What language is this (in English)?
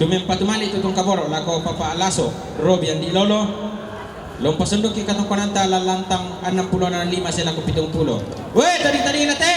Toraja-Sa'dan